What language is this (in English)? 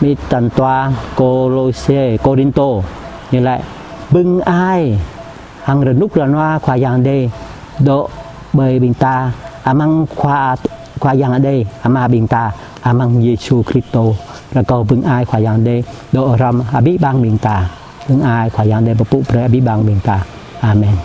Jarai